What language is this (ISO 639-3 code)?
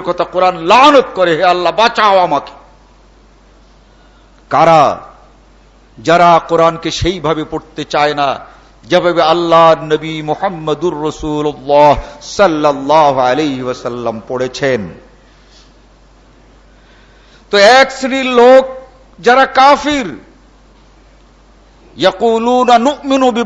ben